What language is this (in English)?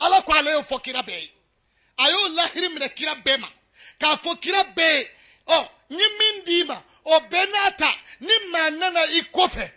Bambara